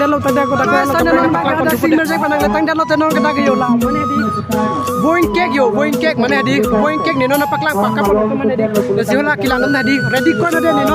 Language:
Karbi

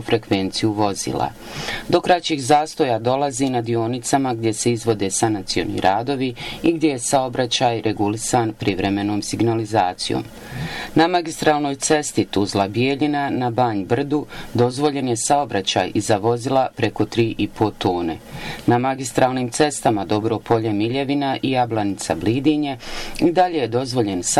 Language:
Bosnian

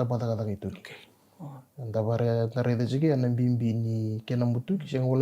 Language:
Fijian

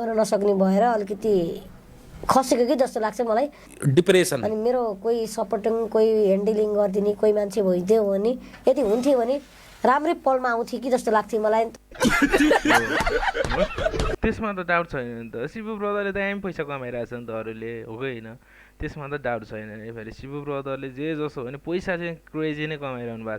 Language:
Nepali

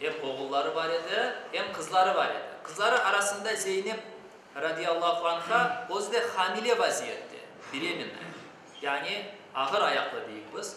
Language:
Crimean Tatar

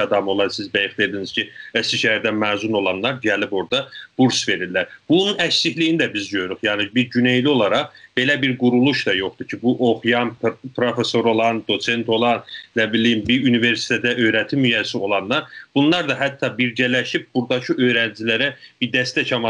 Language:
South Azerbaijani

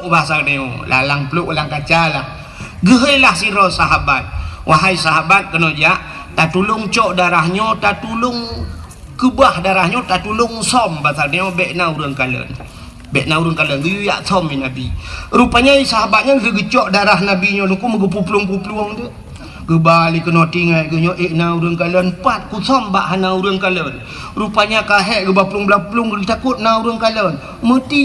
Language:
Achinese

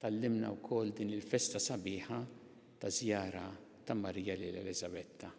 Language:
Maltese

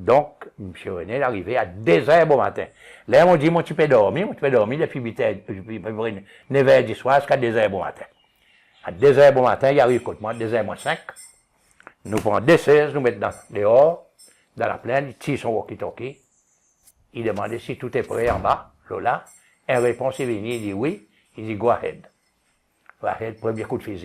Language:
Seselwa Creole French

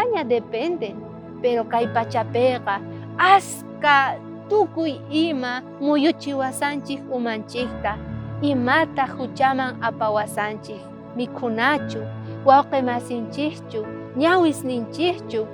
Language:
South Bolivian Quechua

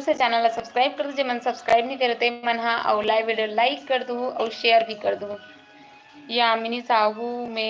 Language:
Chhattisgarhi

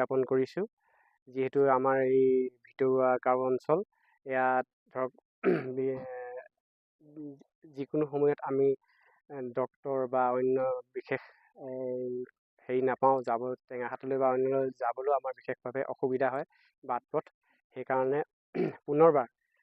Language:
Assamese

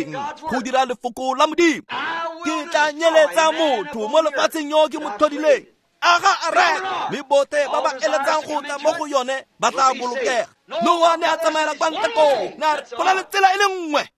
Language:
Tswana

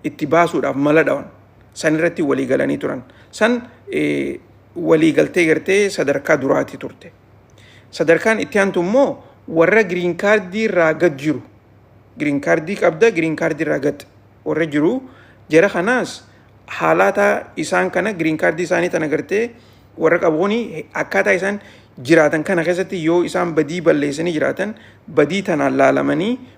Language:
Oromo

